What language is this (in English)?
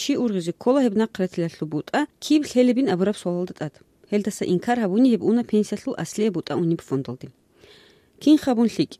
Avaric